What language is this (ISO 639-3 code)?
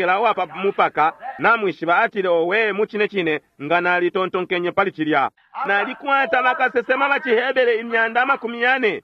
bem